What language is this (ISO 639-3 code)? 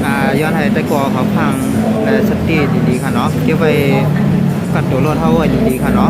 shn